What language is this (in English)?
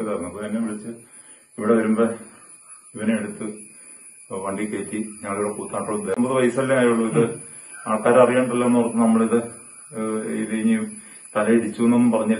Malayalam